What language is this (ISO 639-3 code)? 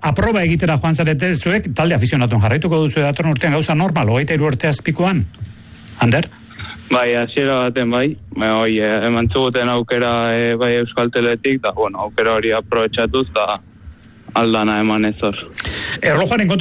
eus